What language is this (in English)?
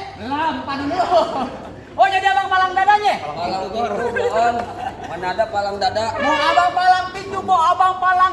Betawi